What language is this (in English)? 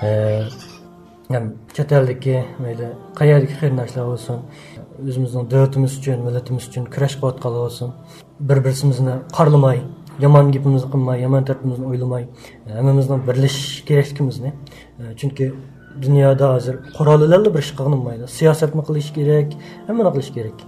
Uyghur